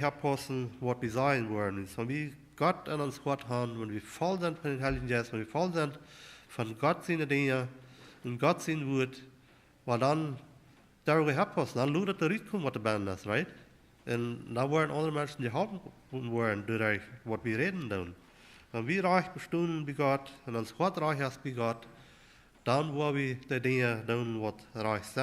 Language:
Plautdietsch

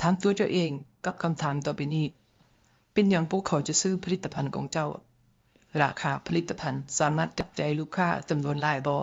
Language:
Lao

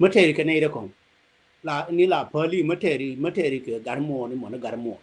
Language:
Nuer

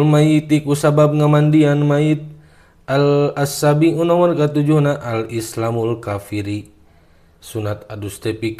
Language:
Sundanese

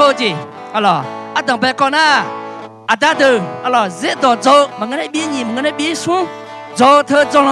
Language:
Akha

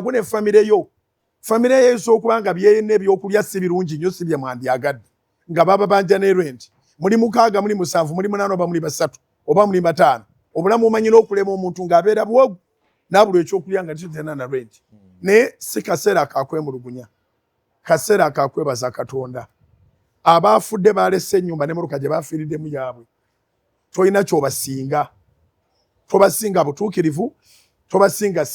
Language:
Ganda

